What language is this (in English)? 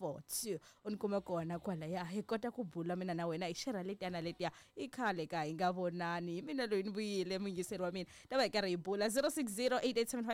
Tsonga